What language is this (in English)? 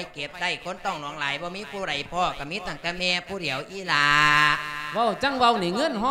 Lao